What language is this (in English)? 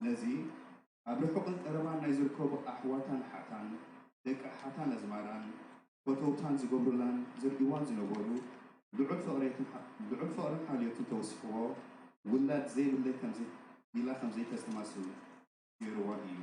Tigrinya